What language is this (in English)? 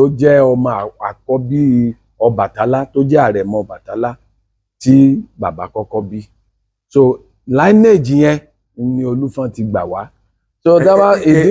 Yoruba